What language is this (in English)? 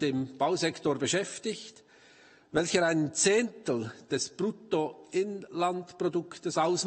German